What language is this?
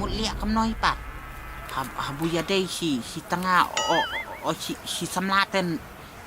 Khasi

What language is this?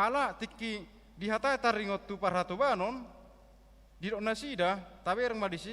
Batak Toba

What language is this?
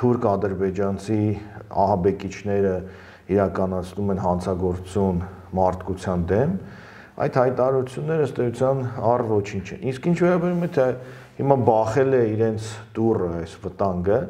Armenian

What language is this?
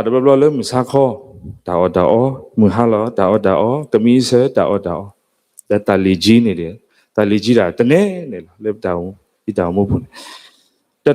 S'gaw Karen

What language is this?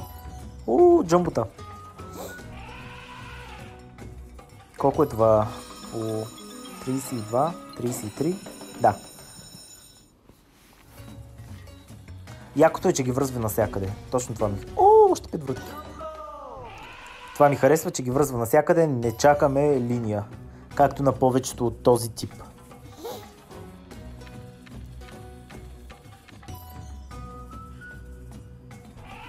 Bulgarian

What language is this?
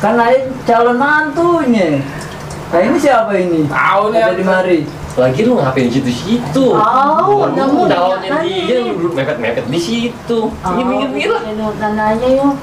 Betawi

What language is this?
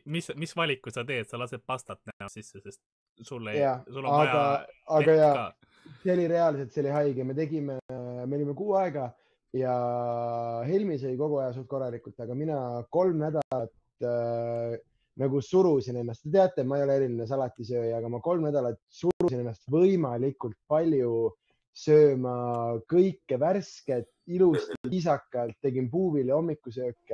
Estonian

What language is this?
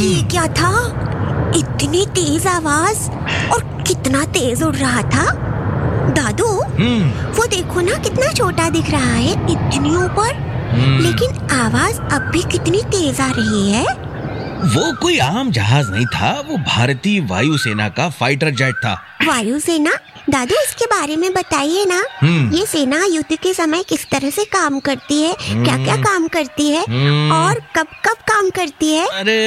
Hindi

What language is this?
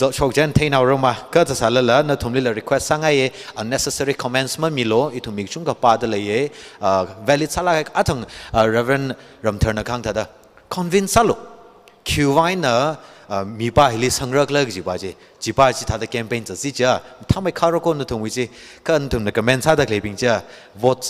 Tangkhul Naga (India)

